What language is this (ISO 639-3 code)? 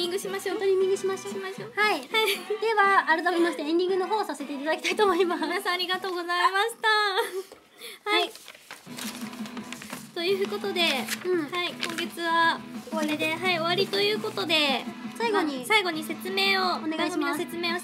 jpn